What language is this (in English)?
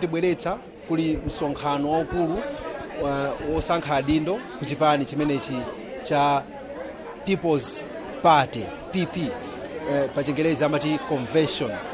Nyanja